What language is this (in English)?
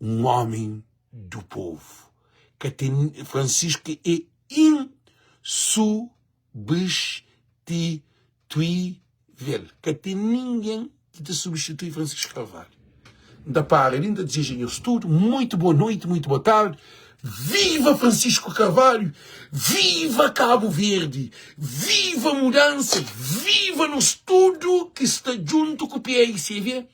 Kabuverdianu